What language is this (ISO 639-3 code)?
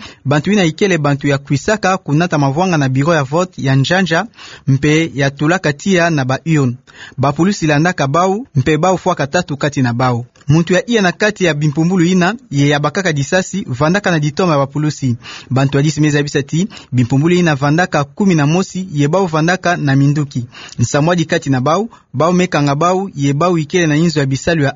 ktu